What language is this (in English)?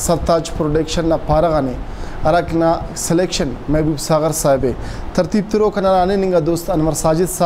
Brahui